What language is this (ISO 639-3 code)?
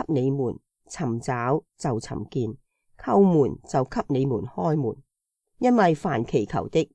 yue